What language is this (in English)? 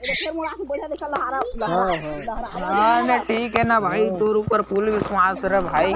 Chhattisgarhi